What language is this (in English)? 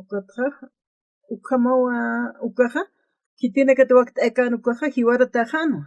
Aymara